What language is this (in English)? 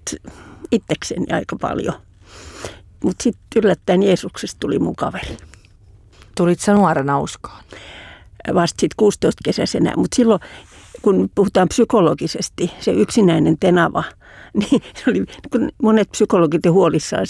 Finnish